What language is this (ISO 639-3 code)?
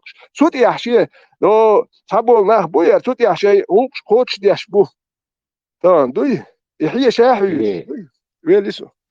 che